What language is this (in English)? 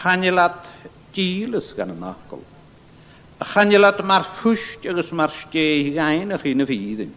Scottish Gaelic